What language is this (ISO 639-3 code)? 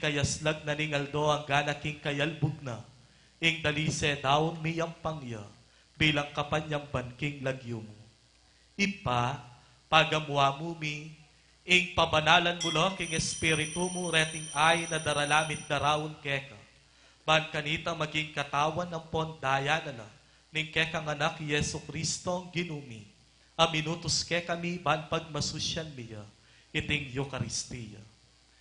pam